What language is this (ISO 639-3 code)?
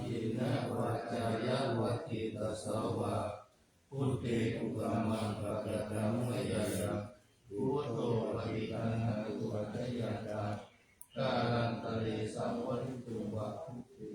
pli